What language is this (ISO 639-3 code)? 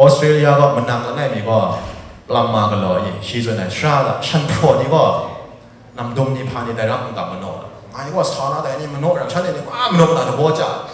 kac